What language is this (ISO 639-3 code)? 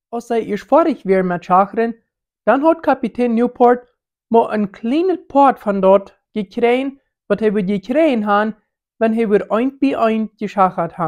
pdt